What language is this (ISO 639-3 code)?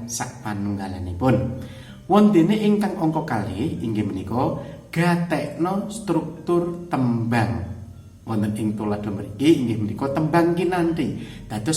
jav